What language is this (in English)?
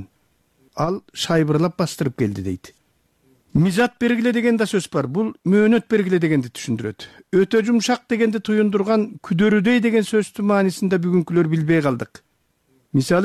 Kyrgyz